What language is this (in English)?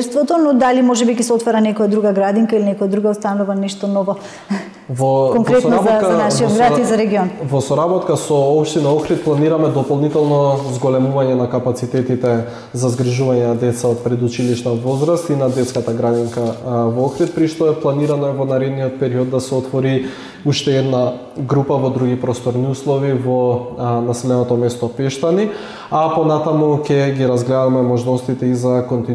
Macedonian